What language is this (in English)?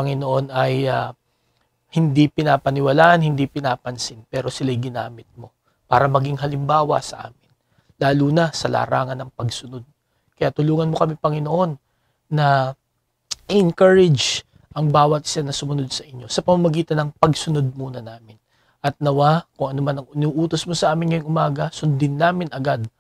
Filipino